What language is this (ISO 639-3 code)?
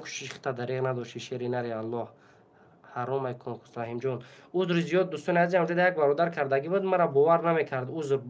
tgk